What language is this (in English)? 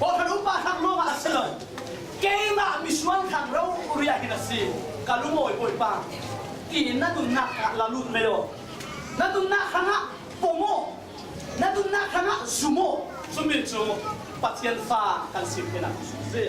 Falam Chin